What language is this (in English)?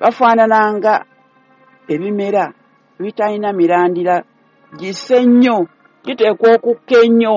Ganda